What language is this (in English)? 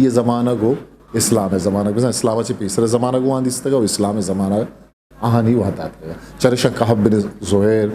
Eastern Balochi